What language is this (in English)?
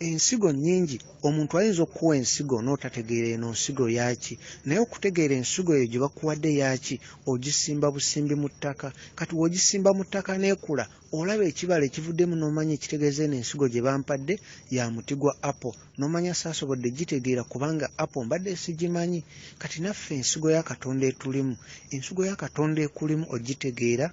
Ganda